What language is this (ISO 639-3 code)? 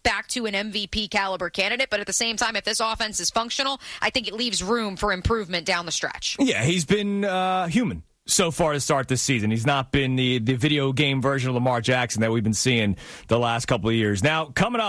eng